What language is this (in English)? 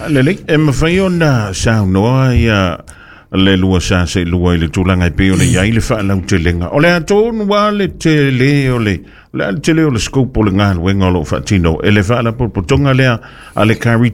Samoan